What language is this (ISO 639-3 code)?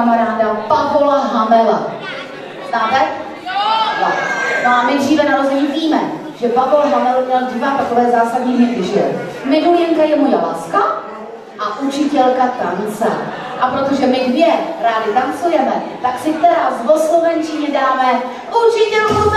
ces